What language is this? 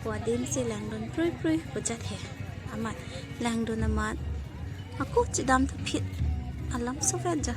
Karbi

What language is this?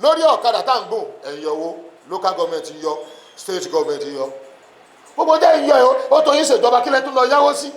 Yoruba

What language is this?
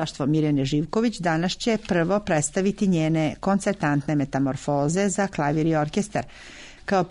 Serbian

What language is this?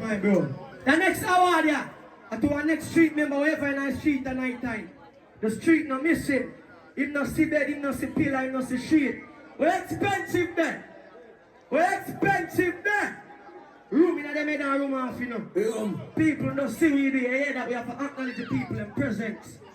Jamaican Creole English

